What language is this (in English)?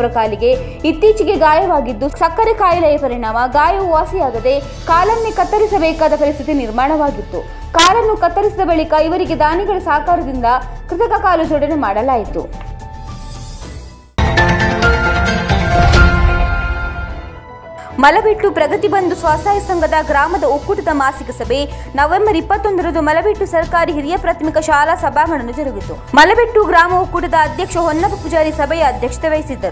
Kannada